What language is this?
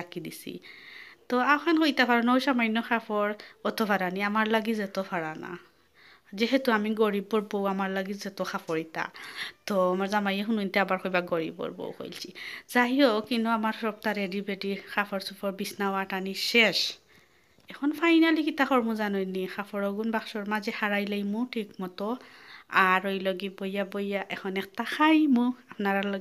Sylheti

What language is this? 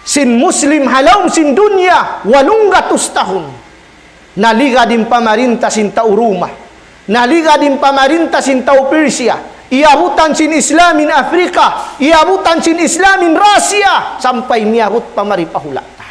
Tausug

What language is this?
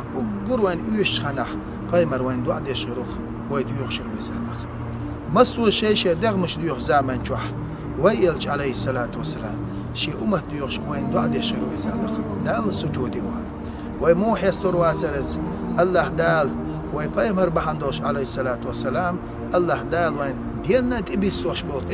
Chechen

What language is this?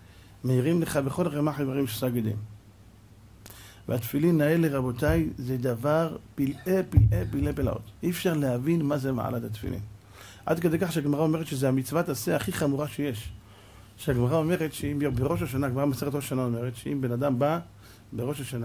Hebrew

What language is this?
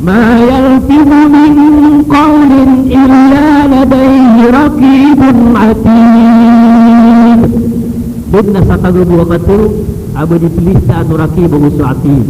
Maranao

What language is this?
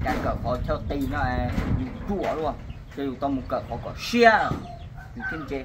Hmong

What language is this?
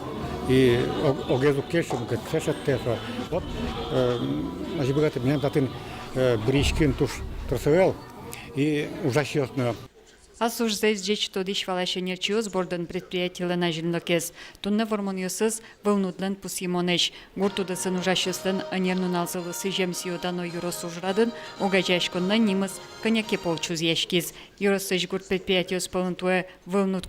Udmurt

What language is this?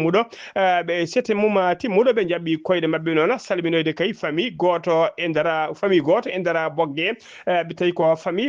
Fula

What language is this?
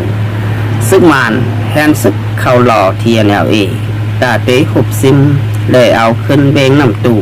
Shan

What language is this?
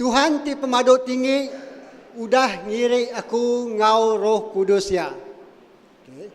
Iban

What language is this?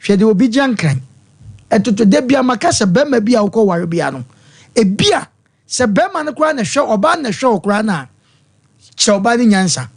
Akan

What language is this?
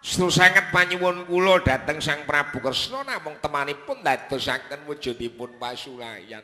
Javanese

